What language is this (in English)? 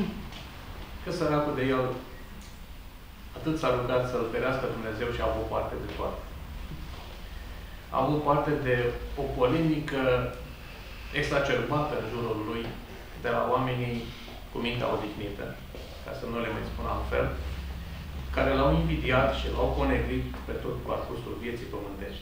Romanian